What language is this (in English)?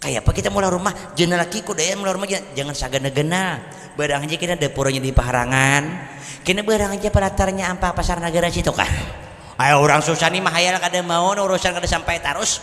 Banjar